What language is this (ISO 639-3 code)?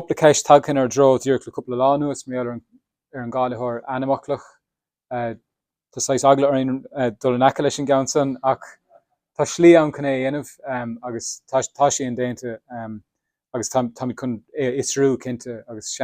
gle